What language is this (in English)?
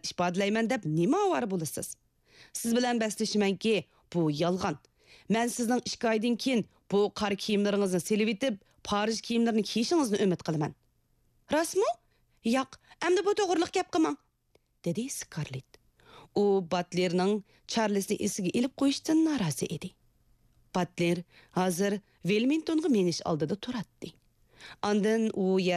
Uyghur